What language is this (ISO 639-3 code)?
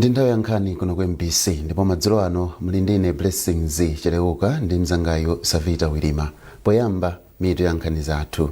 nya